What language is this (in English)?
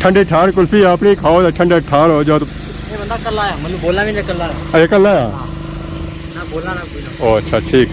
Pahari-Potwari